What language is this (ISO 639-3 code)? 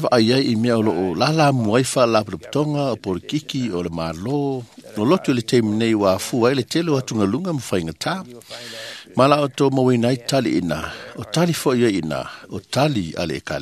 smo